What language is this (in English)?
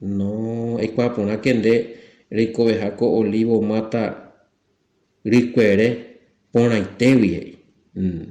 Guarani